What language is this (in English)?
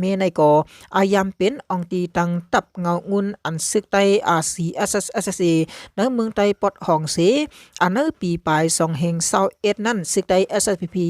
Shan